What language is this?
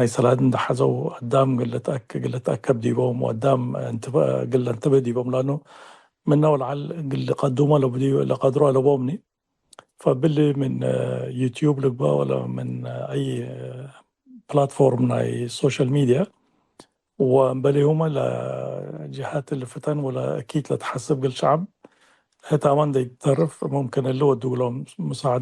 Tigre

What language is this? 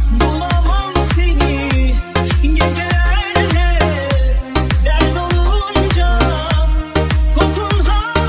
Turkish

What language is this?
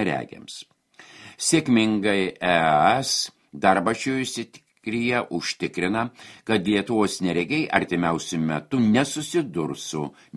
Lithuanian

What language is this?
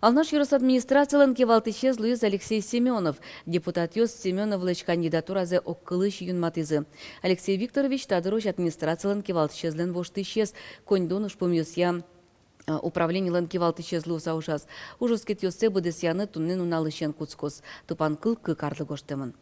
Udmurt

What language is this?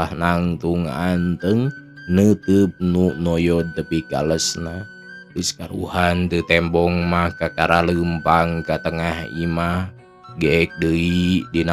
Sundanese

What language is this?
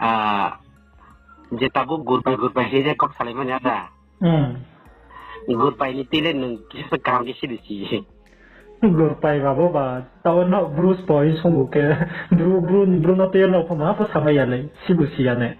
Riang (India)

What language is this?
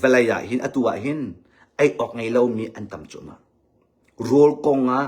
Hakha Chin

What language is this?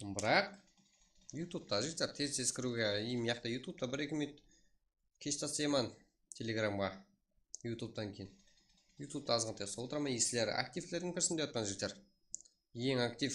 Kara-Kalpak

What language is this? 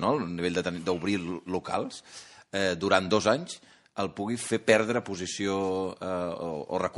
Catalan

